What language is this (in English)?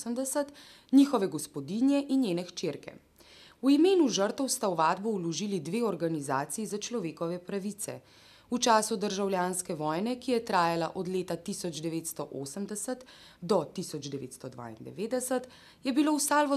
Slovenian